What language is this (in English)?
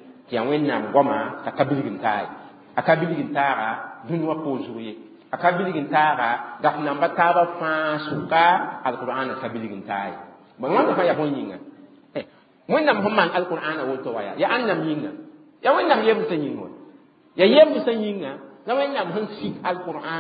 Mossi